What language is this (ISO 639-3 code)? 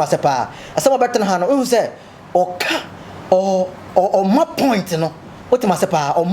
aka